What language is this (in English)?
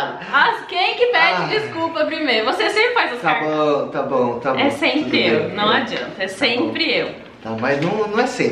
Portuguese